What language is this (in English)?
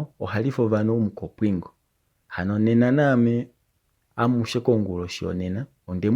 Kuanyama